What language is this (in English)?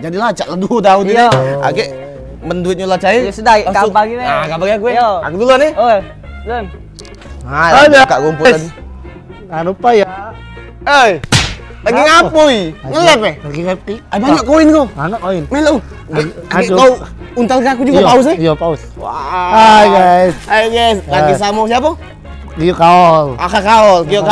Musi